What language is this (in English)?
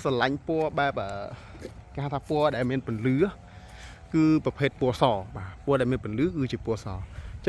Khmer